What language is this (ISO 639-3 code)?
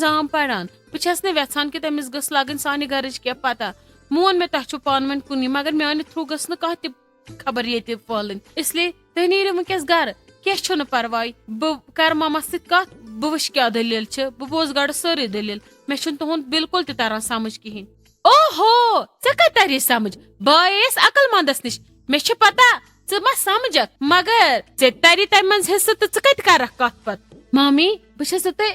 kas